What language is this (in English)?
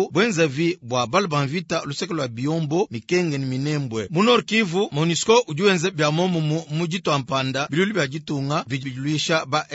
Luba-Lulua